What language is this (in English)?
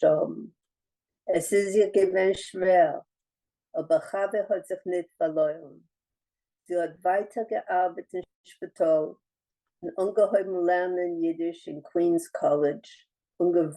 Yiddish